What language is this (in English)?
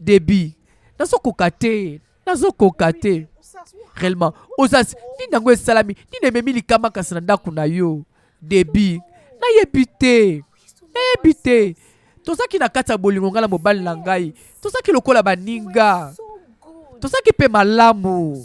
Lingala